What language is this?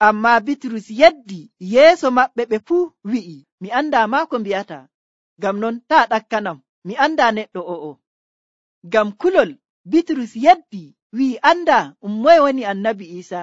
Nigerian Fulfulde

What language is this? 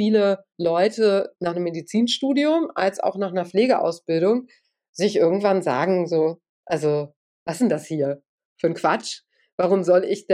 German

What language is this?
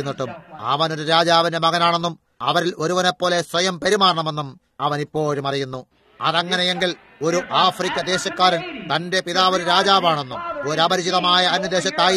Malayalam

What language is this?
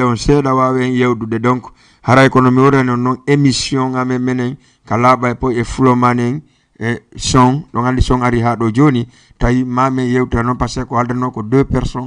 Fula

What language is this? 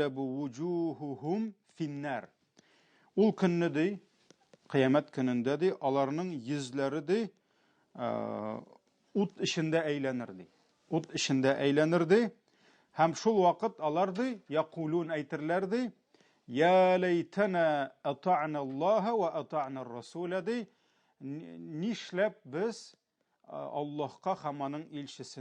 Tatar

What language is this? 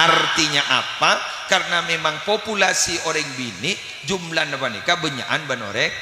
Madurese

